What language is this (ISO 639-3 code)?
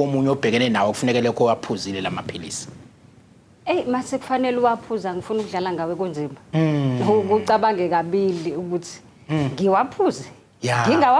zul